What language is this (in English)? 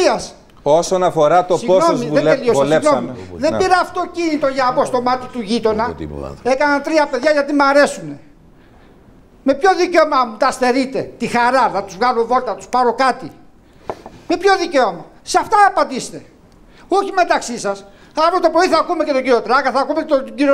Greek